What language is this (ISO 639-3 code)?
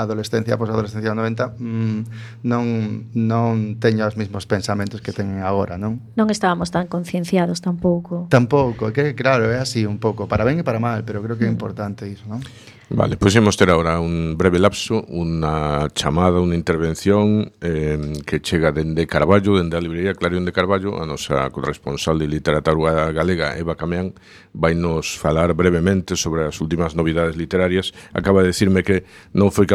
glg